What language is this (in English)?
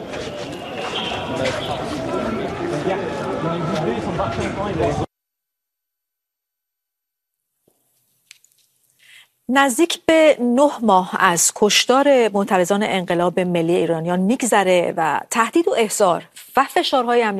Persian